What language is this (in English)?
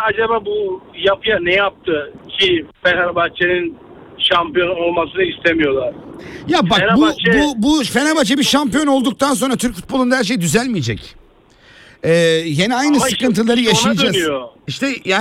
Turkish